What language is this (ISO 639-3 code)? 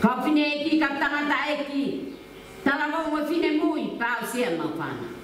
ton